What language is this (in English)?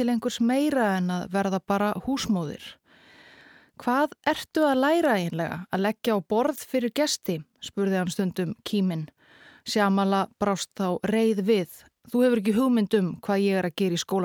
Icelandic